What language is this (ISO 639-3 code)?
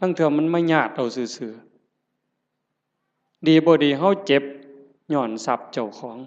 tts